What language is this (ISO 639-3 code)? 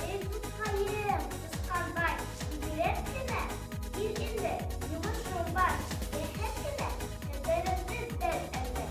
bak